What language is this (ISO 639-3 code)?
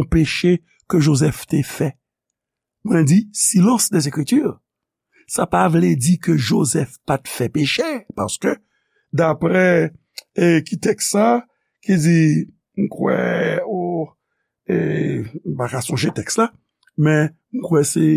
hat